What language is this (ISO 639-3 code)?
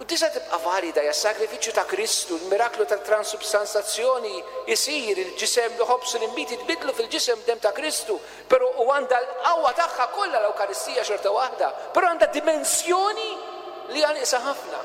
mlt